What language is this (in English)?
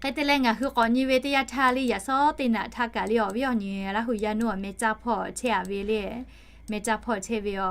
Lahu